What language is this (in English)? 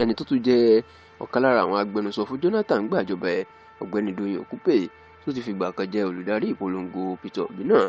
Yoruba